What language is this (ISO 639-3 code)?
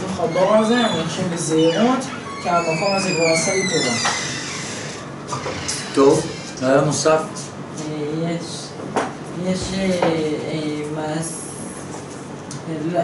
heb